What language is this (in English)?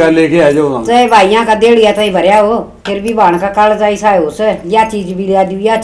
Haryanvi